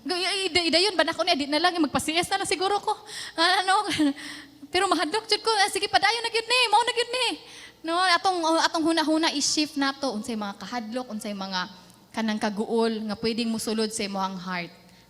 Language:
Cebuano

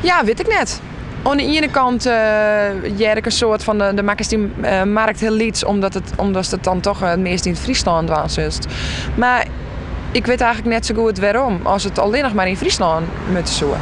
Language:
Western Frisian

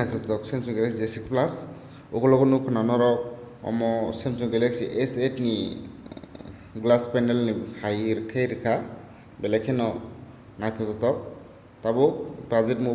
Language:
Kok Borok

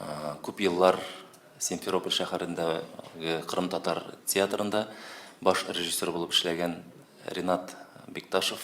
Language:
Tatar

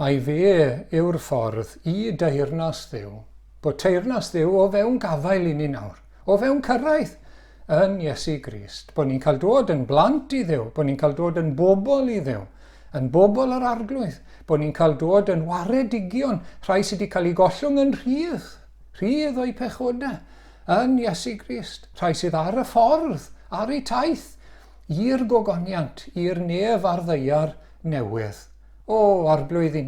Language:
Welsh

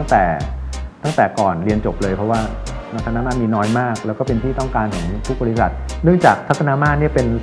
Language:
Thai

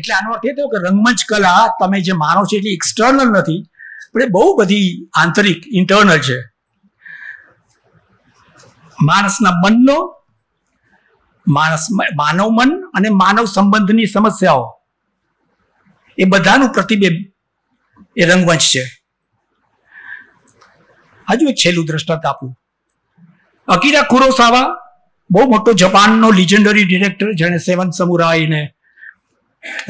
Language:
Gujarati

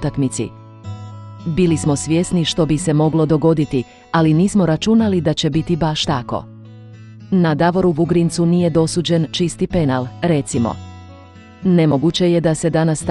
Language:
Croatian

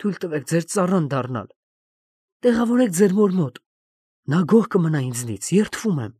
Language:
Armenian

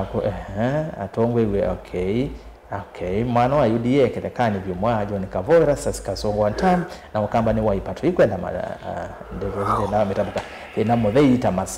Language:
Kamba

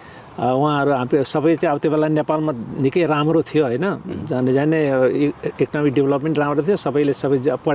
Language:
Nepali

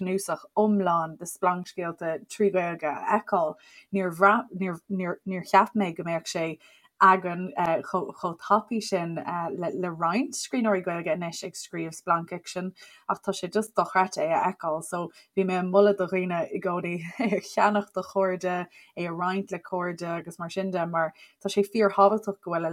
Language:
Irish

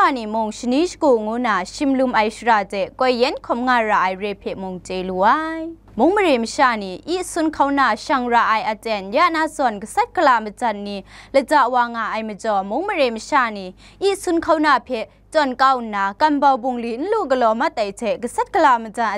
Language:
Kachin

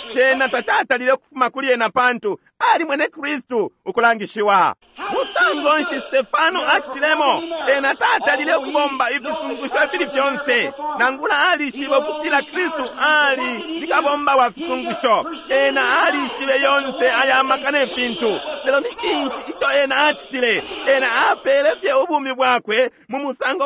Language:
Bemba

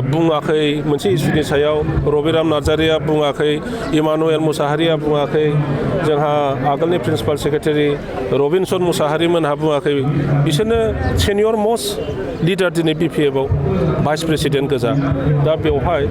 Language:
Bodo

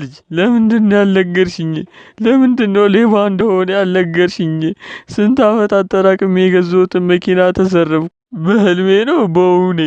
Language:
Amharic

